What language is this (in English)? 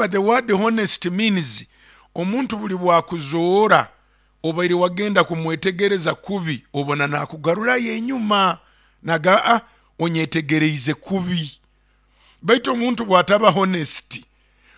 Nyoro